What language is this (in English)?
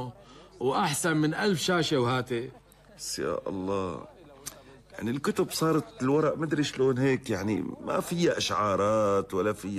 North Levantine Arabic